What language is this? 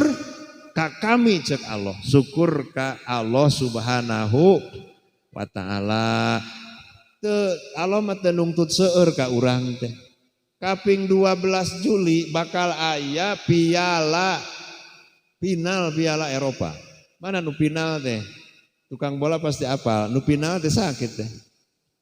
Sundanese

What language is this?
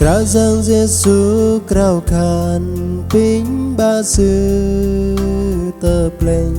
Bahnar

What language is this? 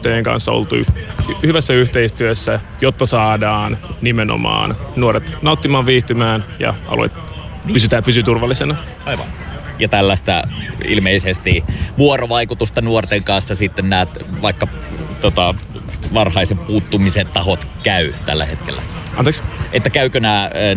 Finnish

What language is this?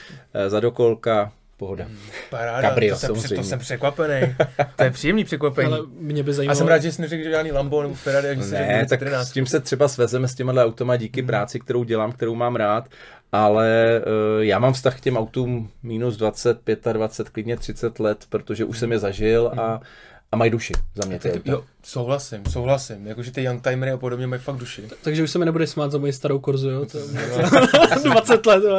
Czech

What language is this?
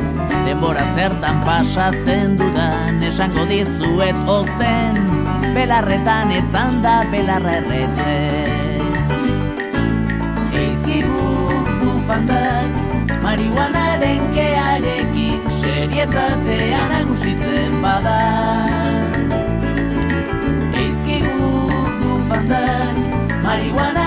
Basque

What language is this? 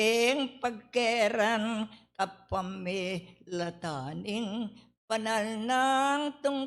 Pampanga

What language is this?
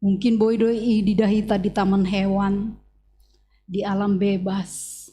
Batak Simalungun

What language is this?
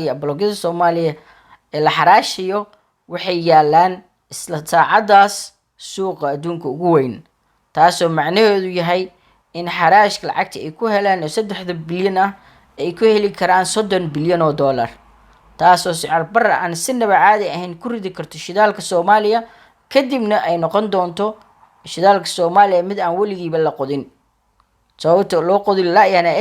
Somali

